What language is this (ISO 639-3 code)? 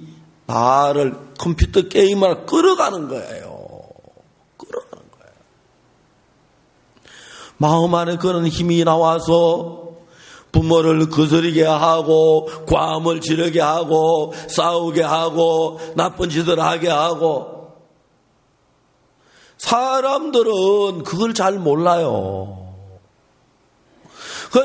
kor